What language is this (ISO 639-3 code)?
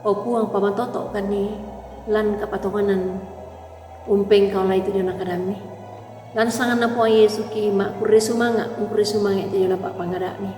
sda